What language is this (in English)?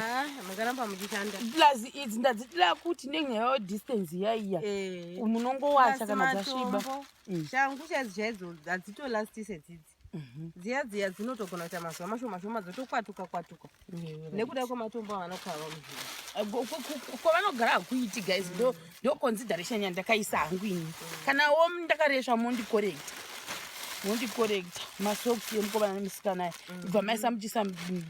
Shona